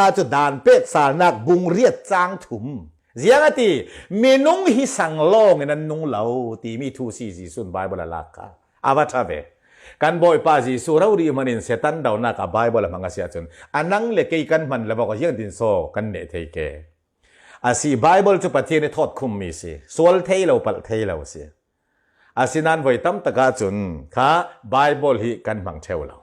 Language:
Falam Chin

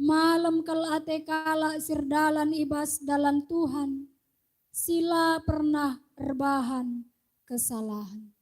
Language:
Batak Karo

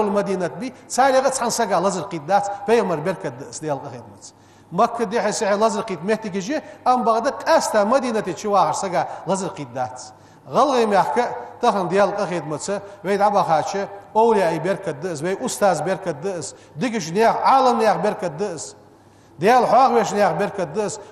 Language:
Ingush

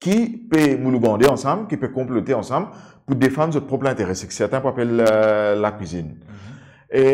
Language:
Morisyen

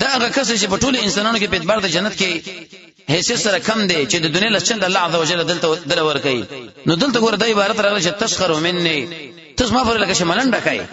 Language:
Pashto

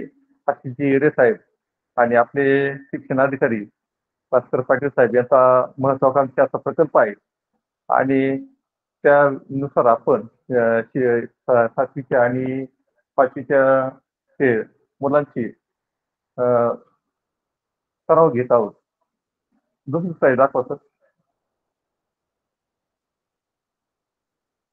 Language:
Marathi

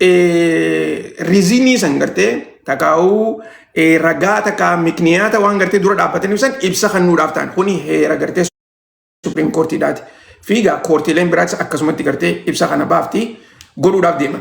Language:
Oromo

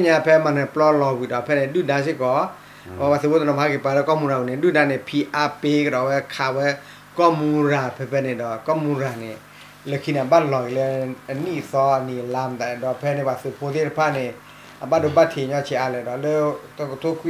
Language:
S'gaw Karen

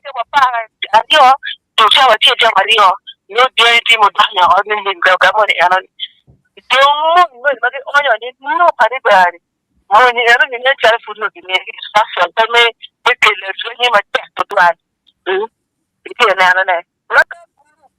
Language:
Acoli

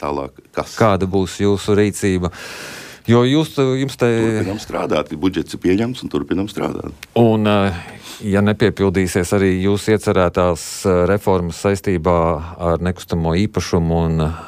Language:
Latvian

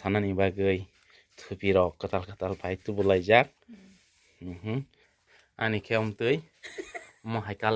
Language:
Kok Borok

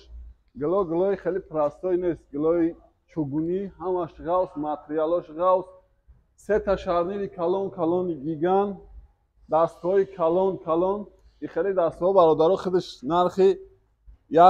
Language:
Tajik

